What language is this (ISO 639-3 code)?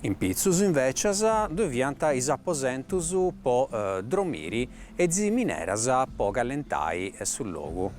srd